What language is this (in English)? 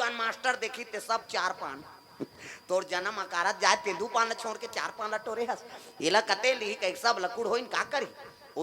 Chhattisgarhi